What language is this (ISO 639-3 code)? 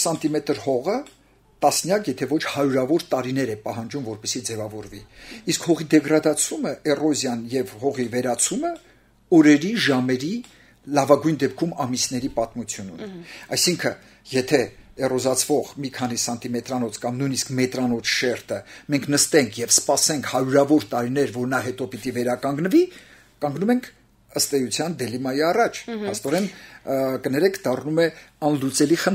hye